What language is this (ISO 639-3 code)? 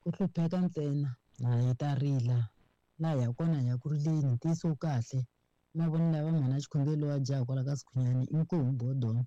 tso